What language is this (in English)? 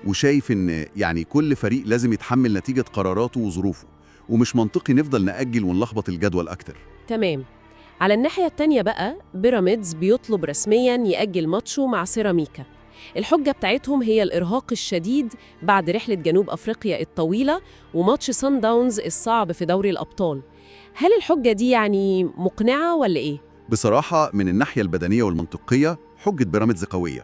Egyptian Arabic